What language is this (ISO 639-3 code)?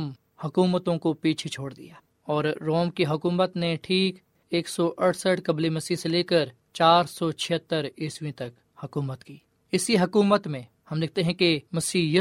urd